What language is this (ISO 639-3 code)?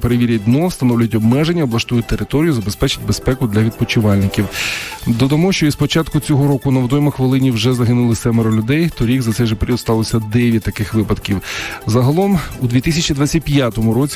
ukr